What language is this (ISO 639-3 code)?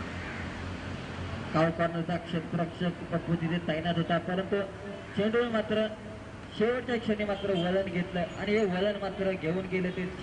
mar